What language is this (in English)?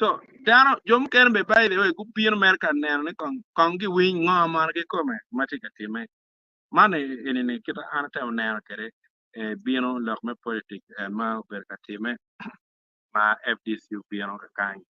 Acoli